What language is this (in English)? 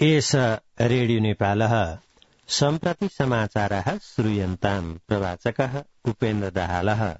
Sanskrit